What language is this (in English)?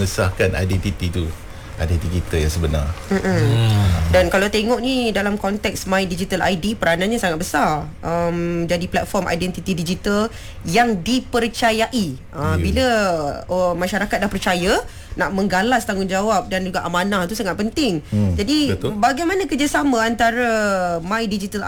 Malay